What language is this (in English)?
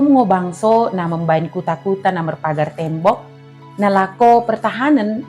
Batak Dairi